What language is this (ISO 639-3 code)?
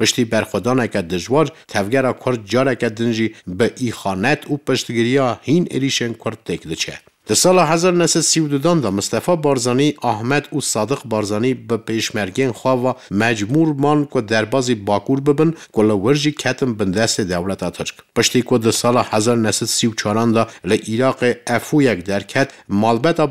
kur